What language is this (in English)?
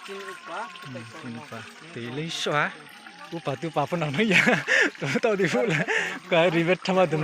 Riang (India)